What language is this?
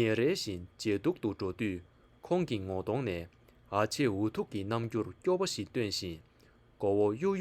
Tibetan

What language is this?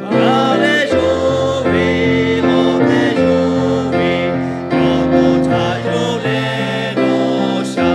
Lahu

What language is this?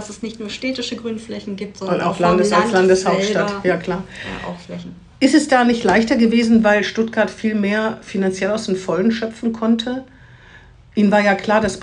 German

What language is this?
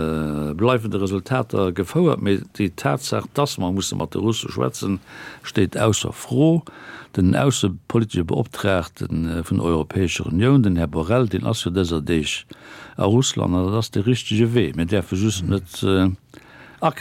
Luxembourgish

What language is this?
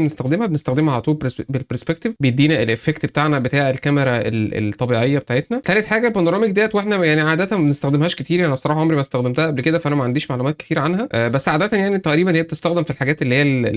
Egyptian Arabic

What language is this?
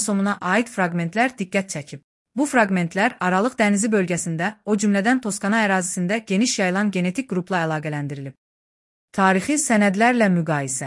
Azerbaijani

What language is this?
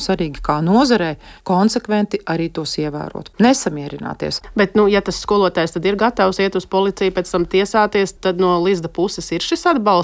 Latvian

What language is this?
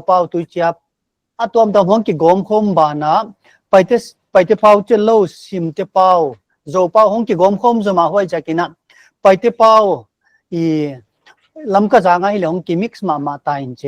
Paite Chin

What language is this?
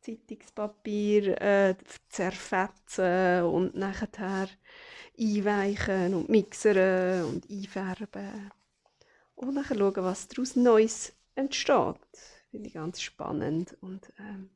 Swiss German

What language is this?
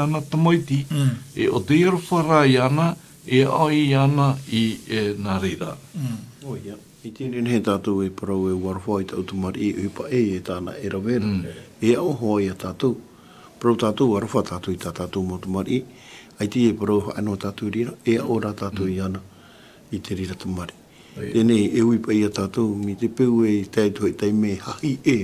Tahitian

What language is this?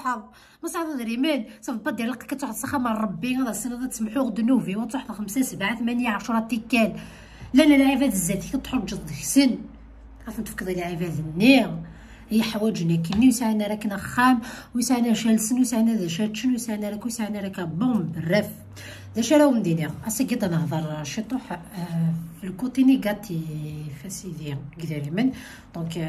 Kabyle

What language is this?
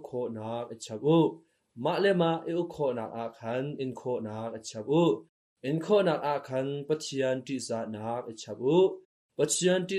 Hakha Chin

